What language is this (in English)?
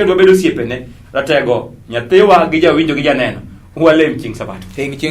Luo (Kenya and Tanzania)